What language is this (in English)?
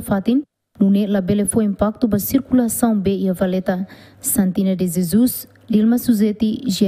Tetum